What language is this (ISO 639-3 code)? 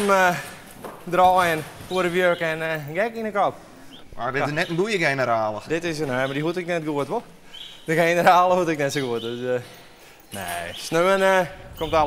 fry